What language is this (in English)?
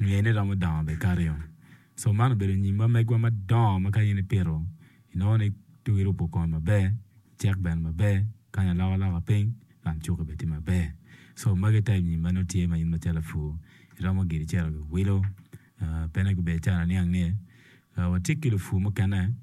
Acoli